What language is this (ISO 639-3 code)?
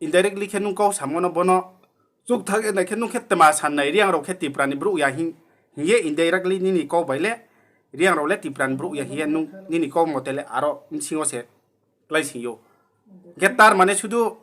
ria